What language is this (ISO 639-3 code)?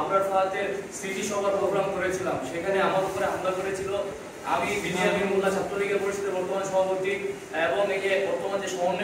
ben